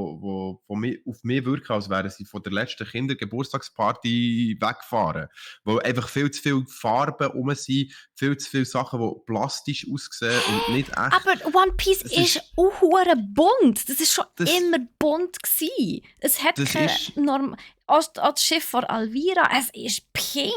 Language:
Swiss German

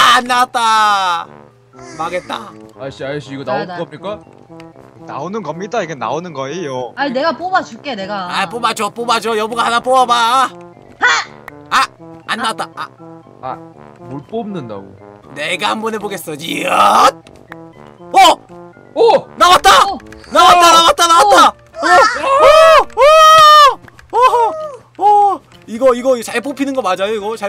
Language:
Korean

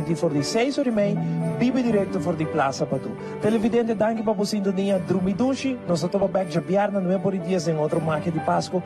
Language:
Papiamento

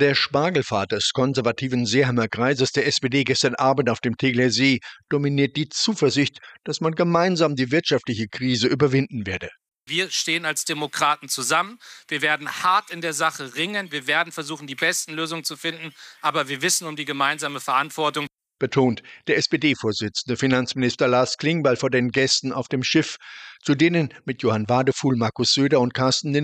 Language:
German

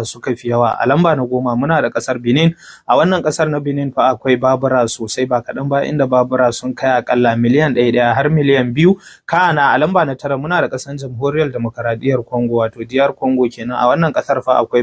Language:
Hausa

